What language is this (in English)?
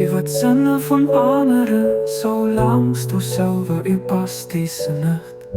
Luxembourgish